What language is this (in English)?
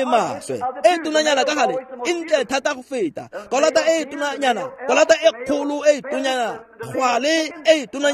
Tswana